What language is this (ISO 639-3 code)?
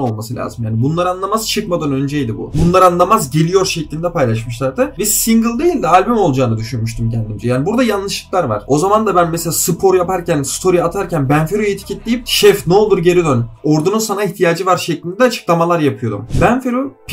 tur